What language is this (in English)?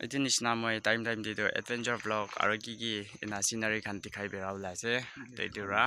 Naga Pidgin